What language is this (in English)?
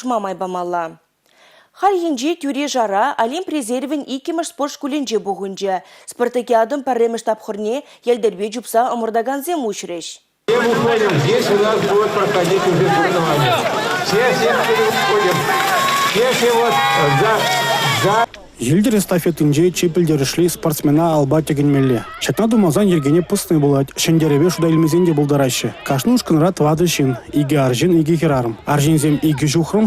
Chuvash